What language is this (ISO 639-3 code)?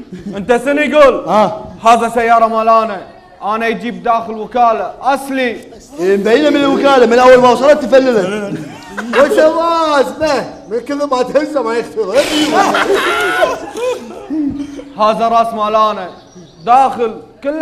afb